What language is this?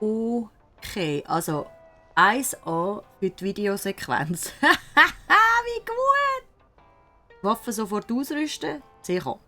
Swiss German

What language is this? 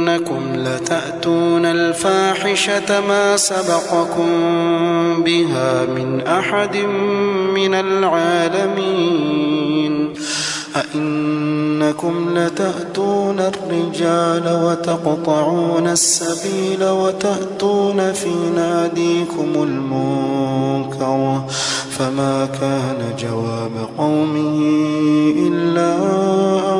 Arabic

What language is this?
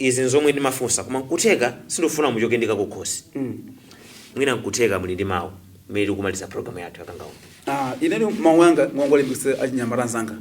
Nyanja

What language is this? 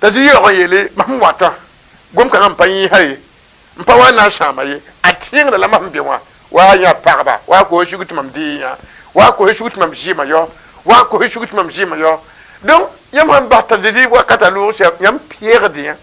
Mossi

